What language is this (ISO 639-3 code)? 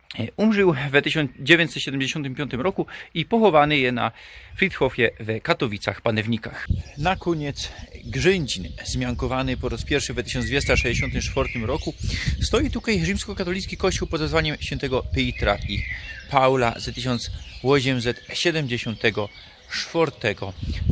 szl